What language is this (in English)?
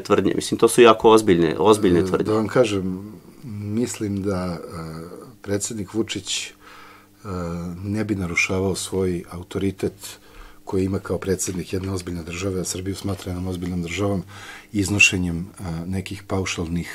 Serbian